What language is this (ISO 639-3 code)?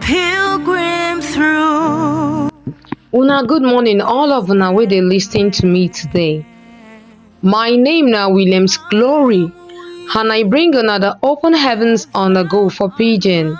pcm